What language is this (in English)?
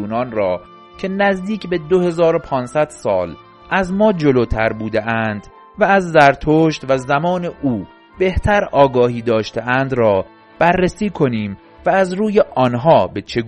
Persian